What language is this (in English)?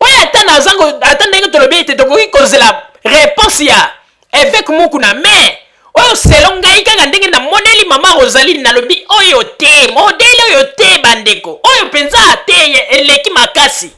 Lingala